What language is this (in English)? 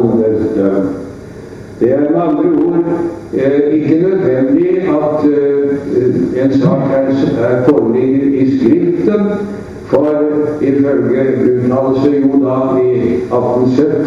Norwegian